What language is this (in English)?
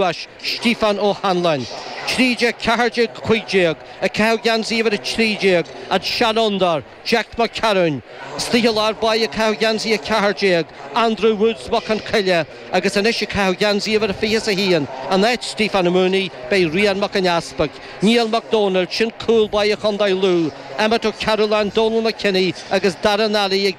Irish